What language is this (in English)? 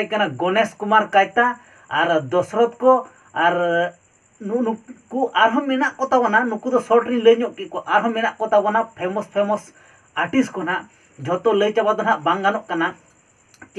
Santali